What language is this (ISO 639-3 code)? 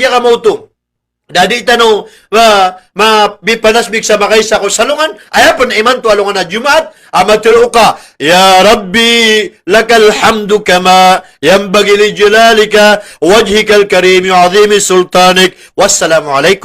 mrw